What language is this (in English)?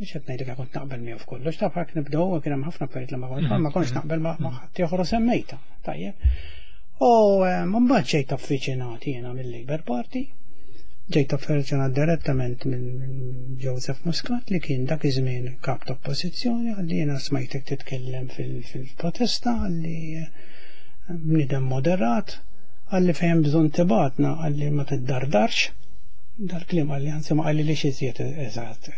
Maltese